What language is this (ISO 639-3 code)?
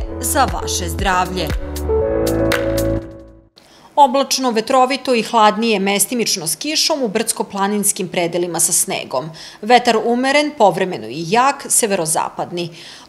srp